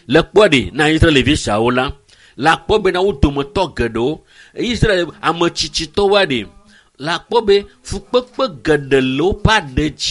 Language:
Ewe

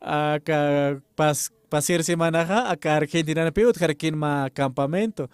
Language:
Aymara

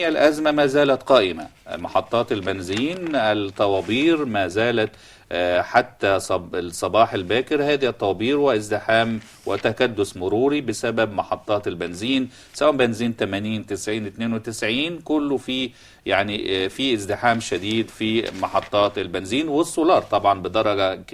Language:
Egyptian Arabic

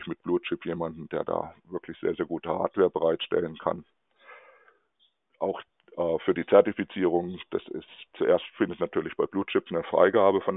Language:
German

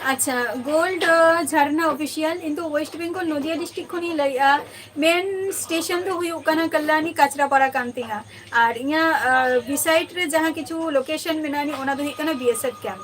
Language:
Santali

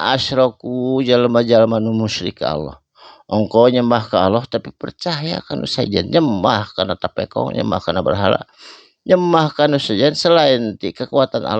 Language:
Sundanese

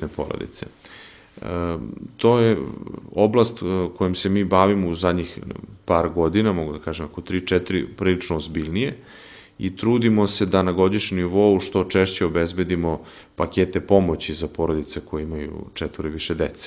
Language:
Serbian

